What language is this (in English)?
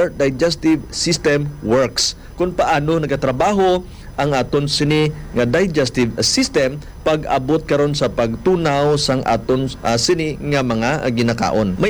Hiligaynon